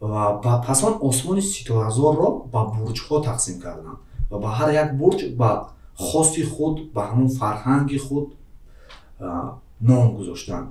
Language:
Tajik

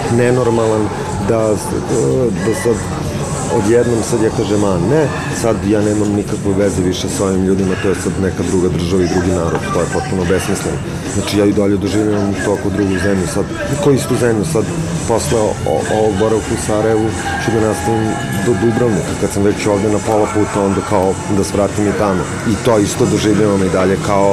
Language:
Serbian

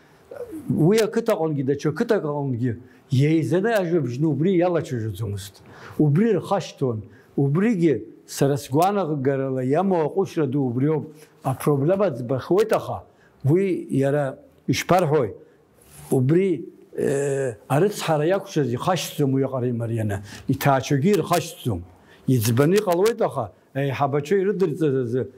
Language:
Abkhazian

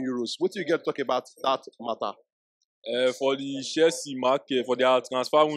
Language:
Nigerian Pidgin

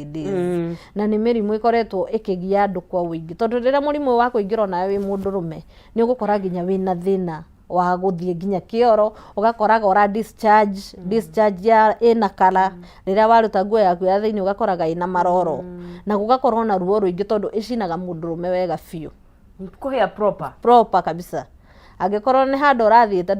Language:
Kikuyu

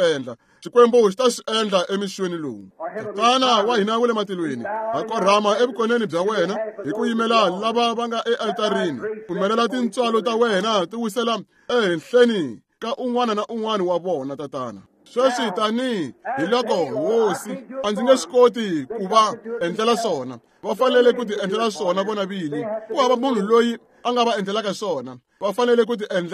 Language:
Tsonga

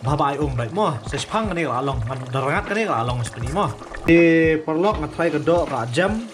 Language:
Khasi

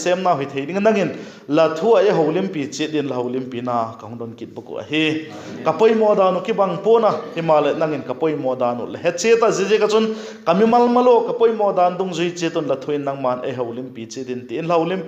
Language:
Vaiphei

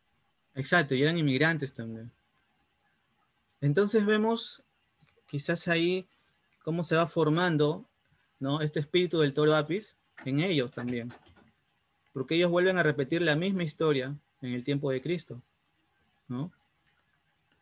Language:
Spanish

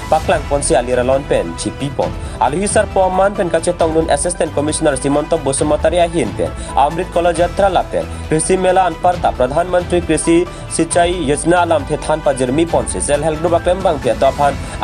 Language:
Karbi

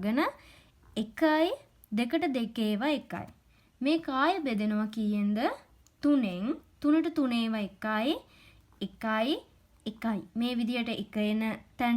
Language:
Sinhala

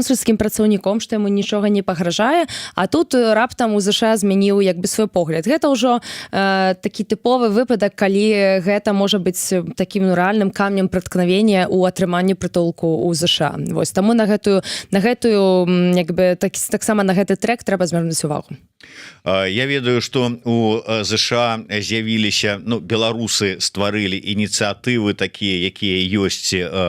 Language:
Belarusian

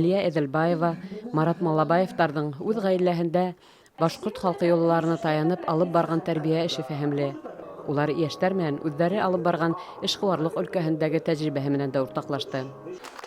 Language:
Bashkir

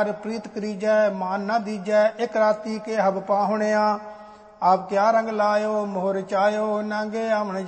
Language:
Punjabi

